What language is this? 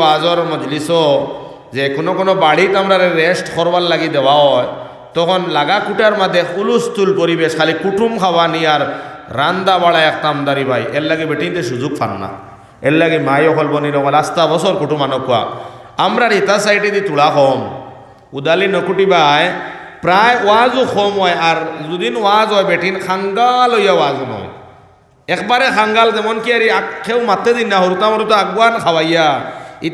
Sylheti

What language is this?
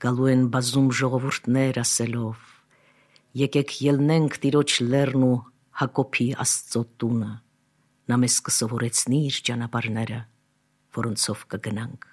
Armenian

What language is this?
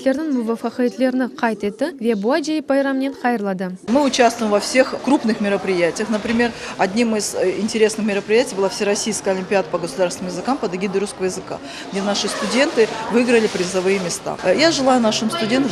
Crimean Tatar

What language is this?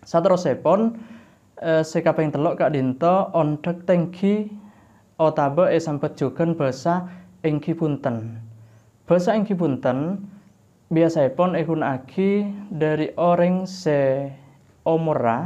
Madurese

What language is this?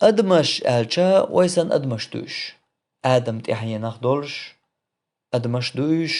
Chechen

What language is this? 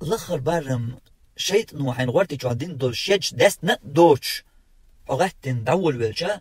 Chechen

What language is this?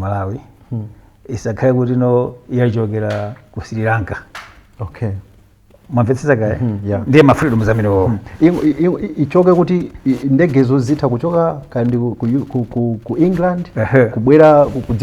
Nyanja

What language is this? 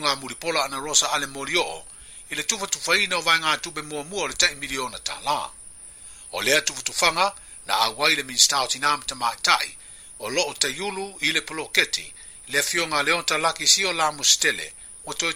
Samoan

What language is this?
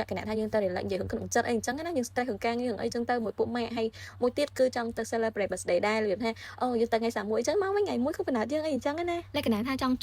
Khmer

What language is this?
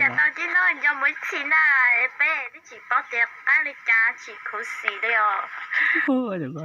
Hmong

